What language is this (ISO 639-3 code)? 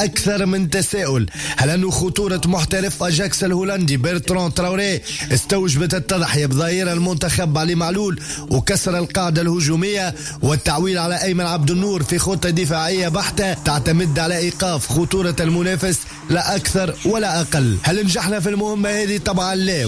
aeb